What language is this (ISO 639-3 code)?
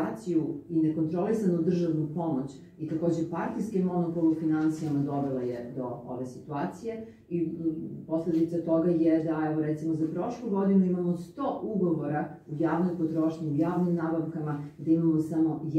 srp